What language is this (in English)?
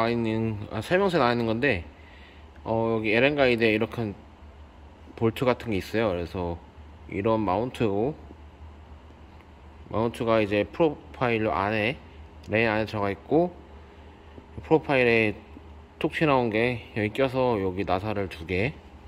Korean